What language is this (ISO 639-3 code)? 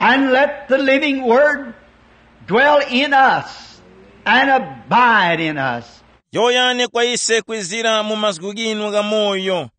tum